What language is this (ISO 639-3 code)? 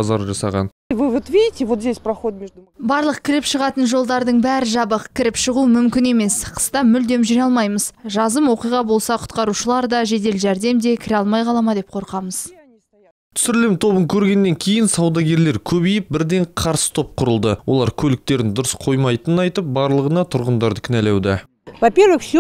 kaz